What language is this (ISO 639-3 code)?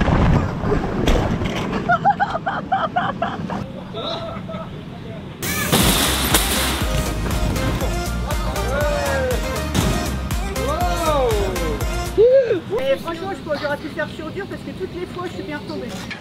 fra